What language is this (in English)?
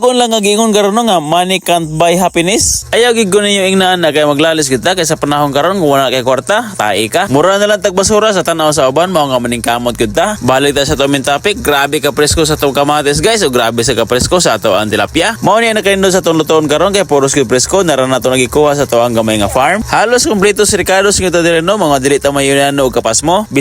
Cebuano